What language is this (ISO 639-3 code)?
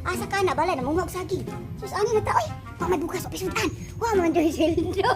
ceb